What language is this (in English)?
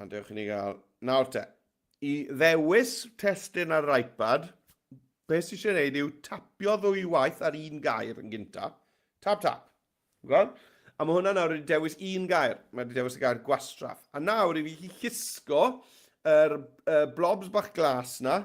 Welsh